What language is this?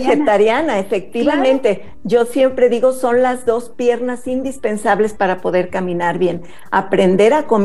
Spanish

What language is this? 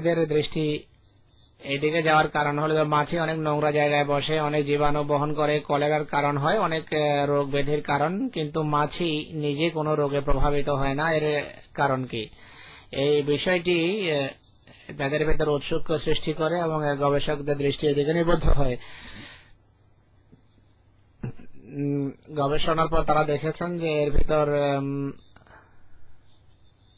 Bangla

